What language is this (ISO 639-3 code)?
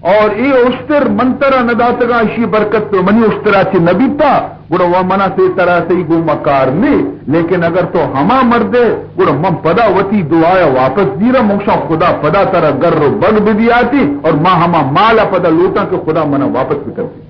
bal